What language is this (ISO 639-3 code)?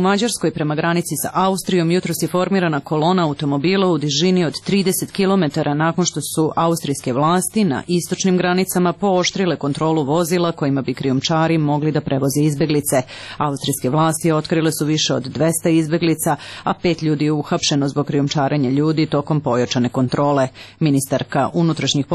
srp